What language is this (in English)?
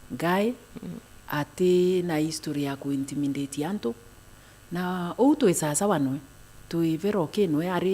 Meru